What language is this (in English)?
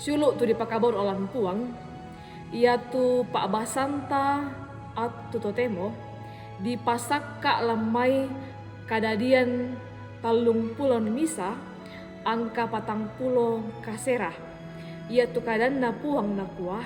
Toraja-Sa'dan